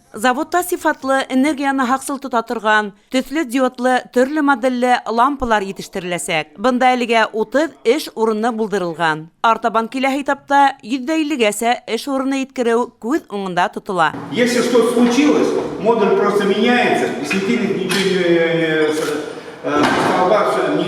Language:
Bashkir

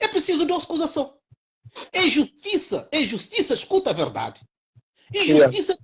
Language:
Kabuverdianu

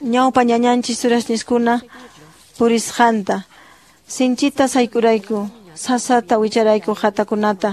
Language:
Quechua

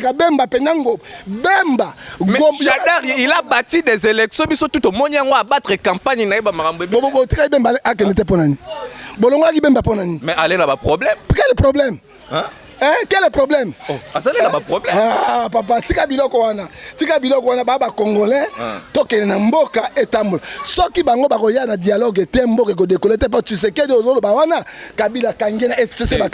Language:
Lingala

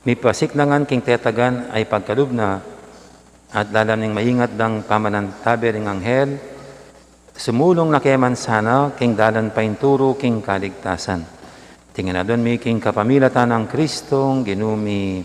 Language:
Pampanga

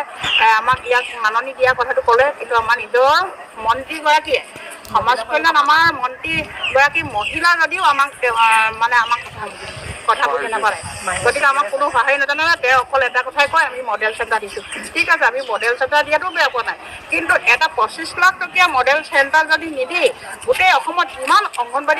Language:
Assamese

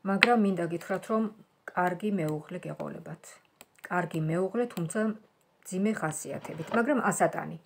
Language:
Georgian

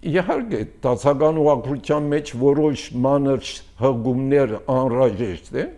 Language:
Armenian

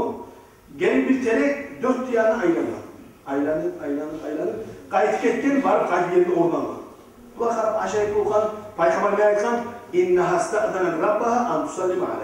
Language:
Kumyk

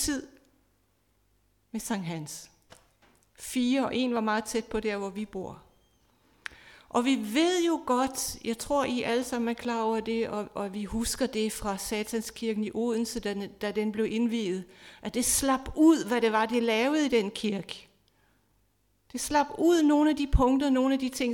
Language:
Danish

